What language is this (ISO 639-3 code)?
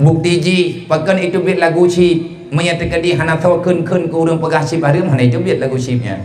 ace